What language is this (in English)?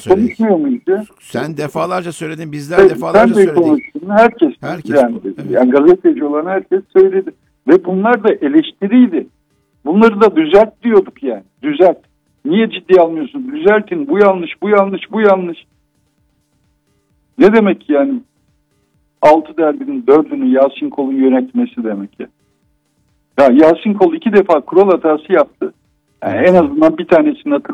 Turkish